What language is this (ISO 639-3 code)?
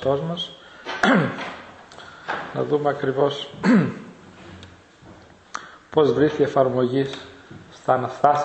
ell